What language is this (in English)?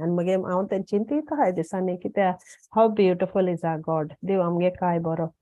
Konkani